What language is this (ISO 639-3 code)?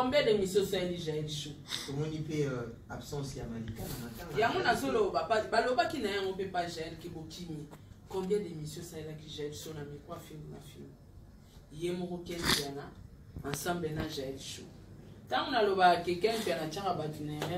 lin